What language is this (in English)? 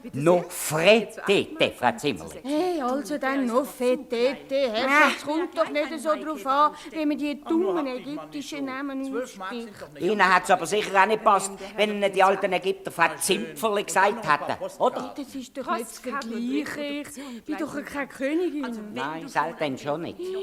Swiss German